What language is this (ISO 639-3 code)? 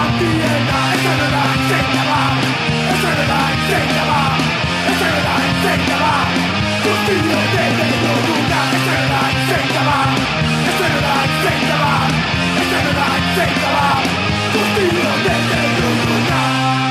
eus